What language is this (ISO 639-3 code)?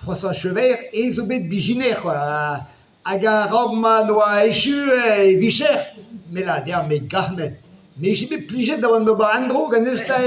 bre